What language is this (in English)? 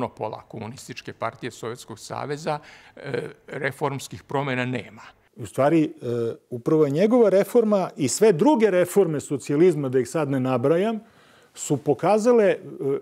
Serbian